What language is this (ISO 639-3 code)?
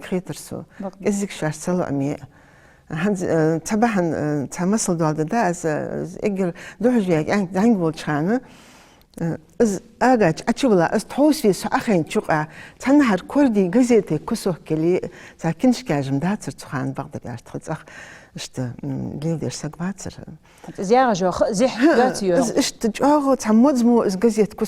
inh